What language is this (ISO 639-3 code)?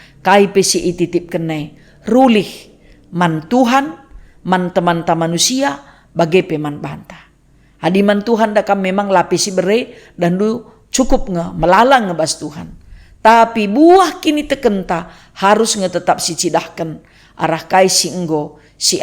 btx